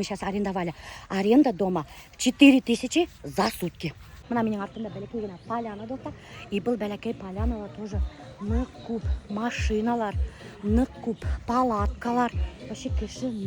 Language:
Bashkir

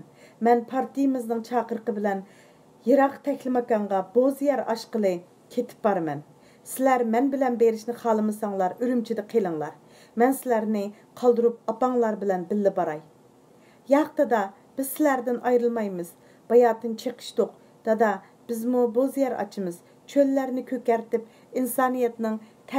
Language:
Uyghur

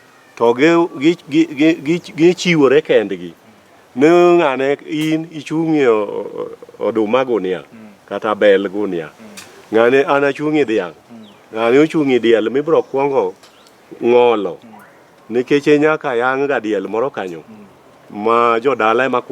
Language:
Luo (Kenya and Tanzania)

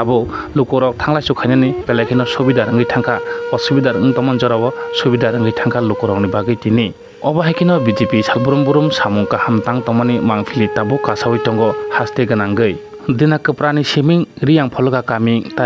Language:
Kok Borok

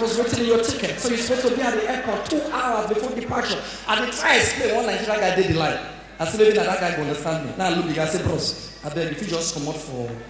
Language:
Nigerian Pidgin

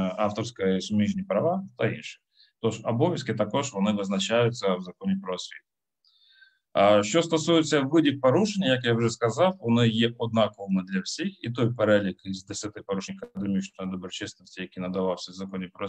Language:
Ukrainian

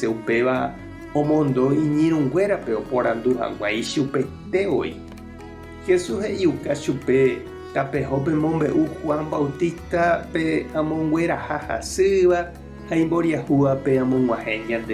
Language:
Guarani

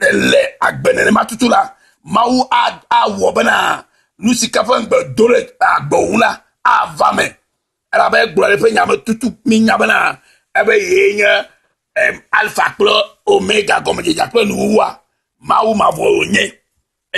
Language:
Ewe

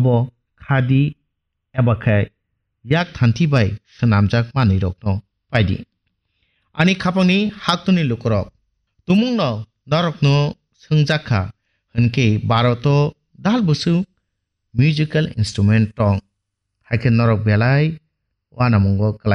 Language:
Kok Borok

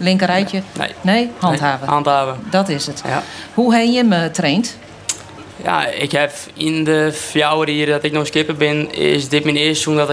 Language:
Western Frisian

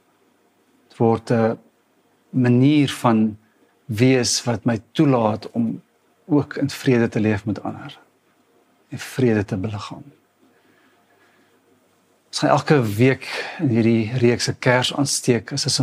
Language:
Afrikaans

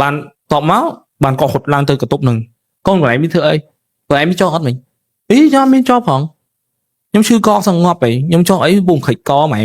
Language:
Khmer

